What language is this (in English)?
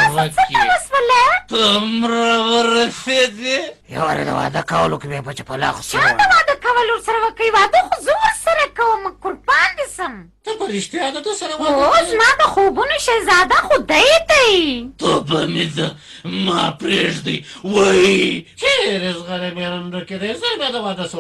Pashto